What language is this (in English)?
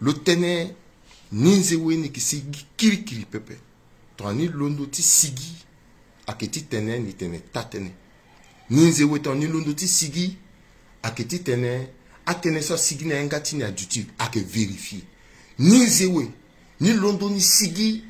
Sango